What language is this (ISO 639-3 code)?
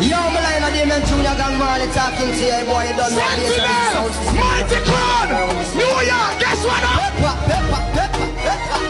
jam